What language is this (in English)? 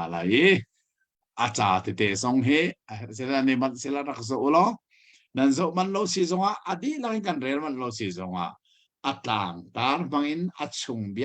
Hakha Chin